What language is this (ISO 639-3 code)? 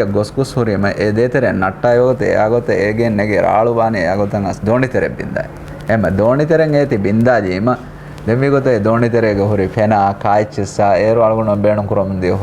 div